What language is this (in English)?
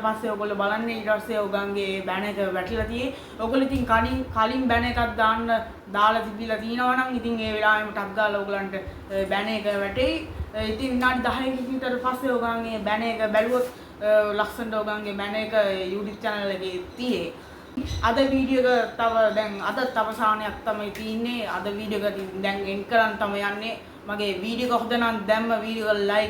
Sinhala